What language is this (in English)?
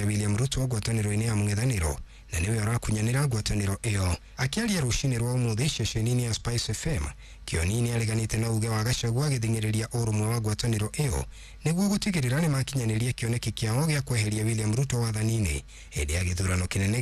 Kikuyu